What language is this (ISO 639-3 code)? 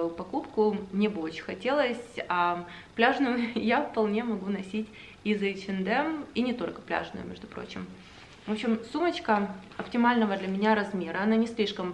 rus